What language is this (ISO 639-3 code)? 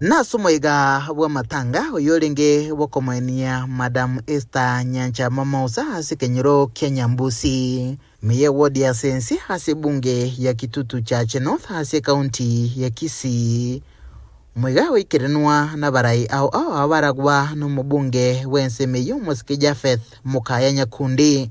guz